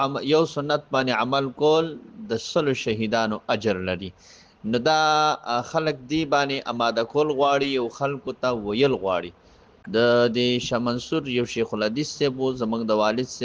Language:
Pashto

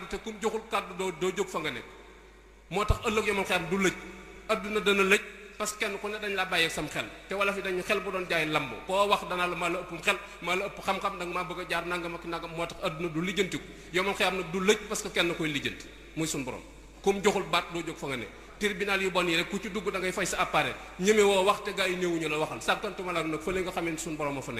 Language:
Wolof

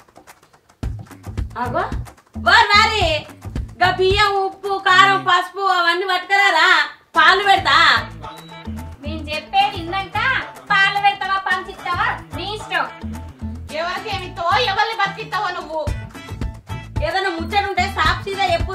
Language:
Telugu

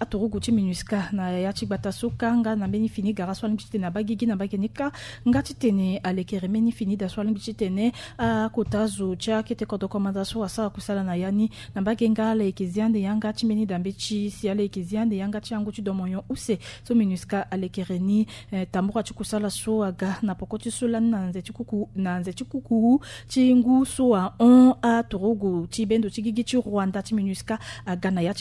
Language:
Sango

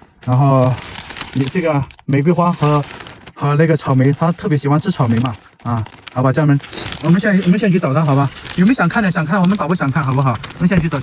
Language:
Chinese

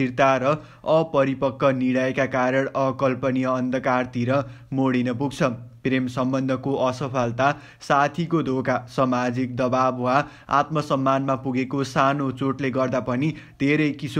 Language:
Nepali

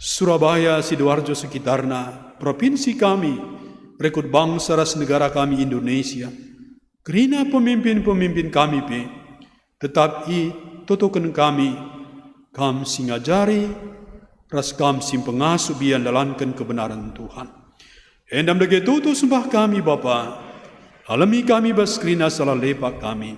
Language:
Batak Karo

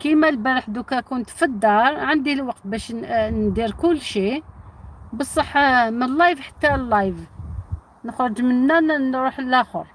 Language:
Algerian Arabic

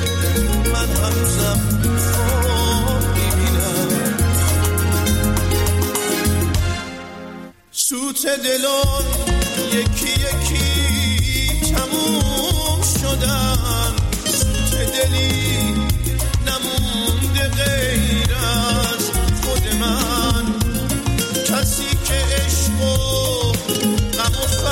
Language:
Persian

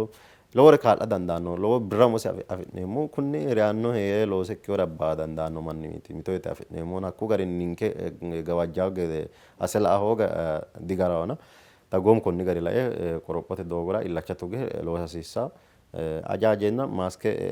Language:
Sidamo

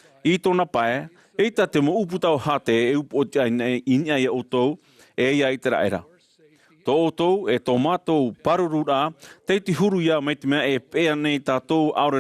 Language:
Tahitian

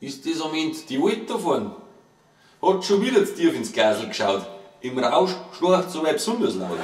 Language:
Bavarian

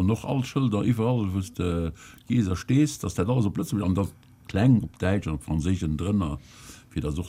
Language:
Luxembourgish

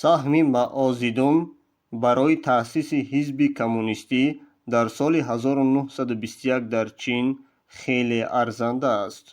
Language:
Tajik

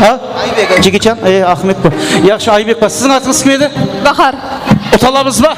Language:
Kara-Kalpak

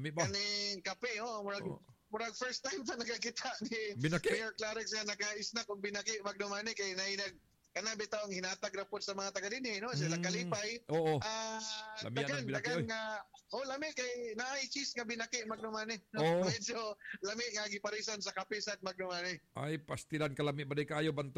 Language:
Cebuano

